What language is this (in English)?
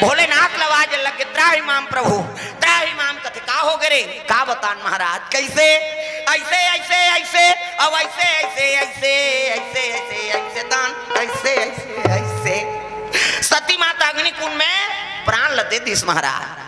Chhattisgarhi